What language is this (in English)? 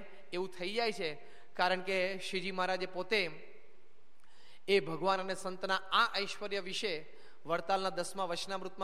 Gujarati